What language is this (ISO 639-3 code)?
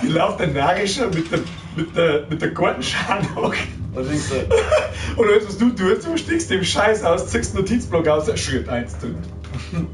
bar